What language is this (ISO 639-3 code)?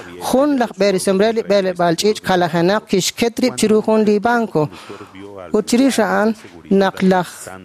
kek